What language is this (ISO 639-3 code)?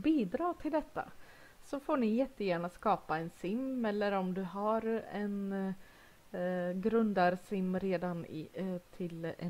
swe